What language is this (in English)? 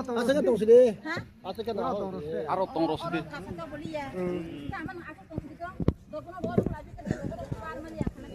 Kok Borok